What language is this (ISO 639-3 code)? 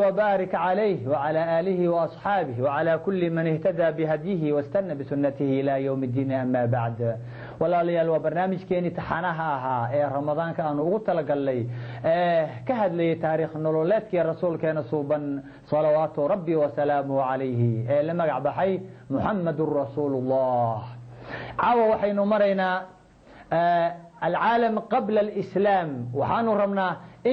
som